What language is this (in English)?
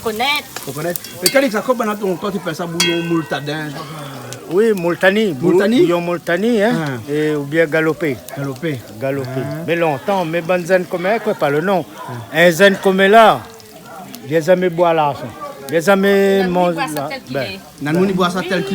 Réunion Creole French